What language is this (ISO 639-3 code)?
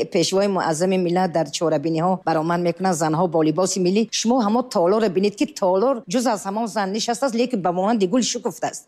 tgk